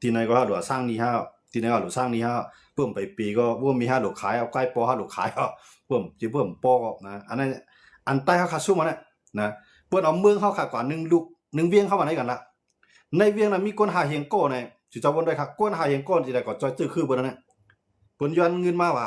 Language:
Shan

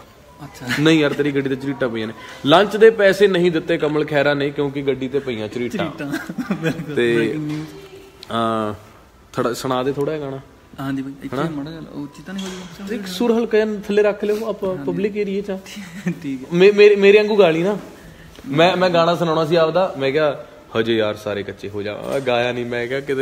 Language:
Punjabi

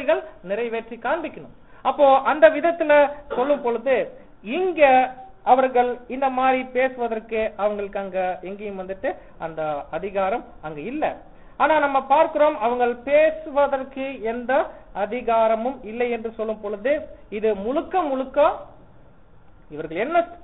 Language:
Tamil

